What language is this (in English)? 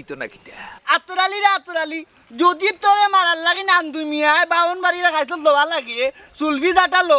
Sylheti